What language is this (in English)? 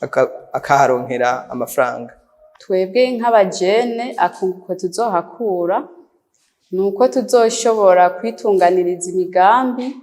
Rundi